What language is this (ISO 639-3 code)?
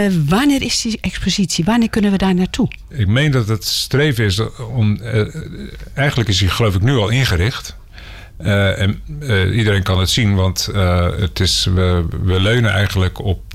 nld